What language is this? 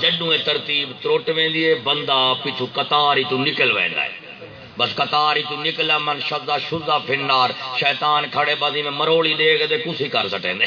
Saraiki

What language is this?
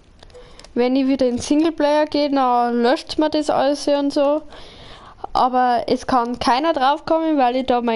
Bavarian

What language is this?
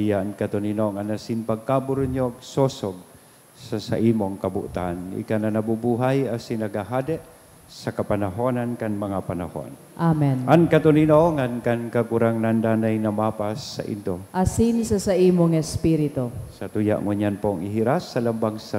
Bikol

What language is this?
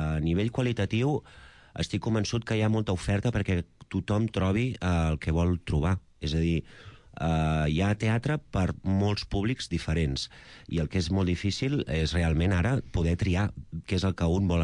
Catalan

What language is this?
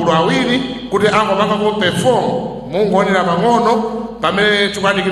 Nyanja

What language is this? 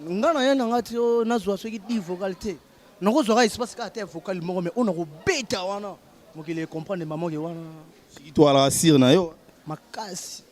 Lingala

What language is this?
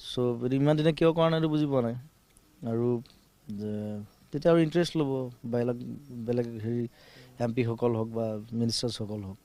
Assamese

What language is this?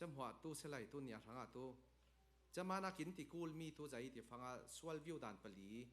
Falam Chin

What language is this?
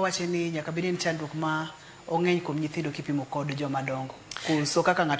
Luo (Kenya and Tanzania)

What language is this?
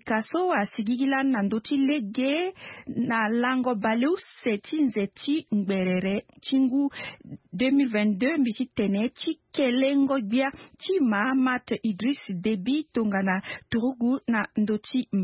Sango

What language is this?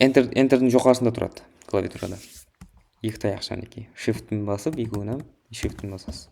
Kara-Kalpak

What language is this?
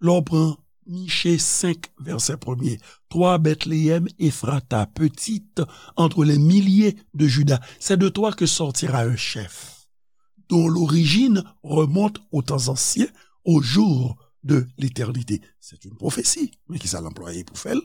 Haitian Creole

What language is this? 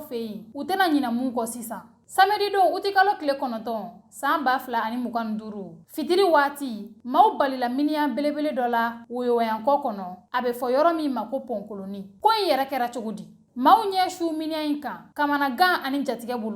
Bambara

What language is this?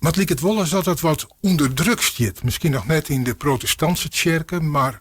Western Frisian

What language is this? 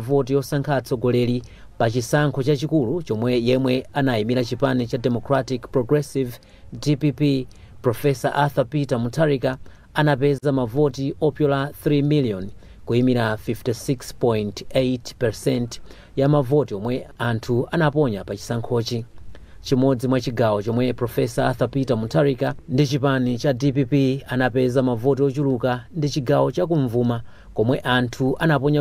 Nyanja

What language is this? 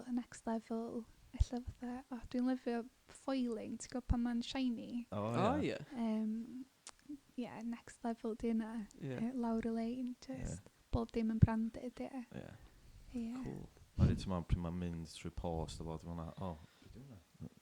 Welsh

